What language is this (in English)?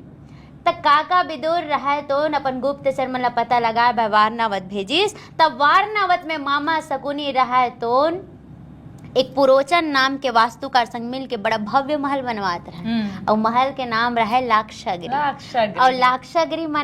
Chhattisgarhi